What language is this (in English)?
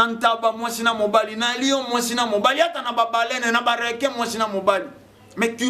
Lingala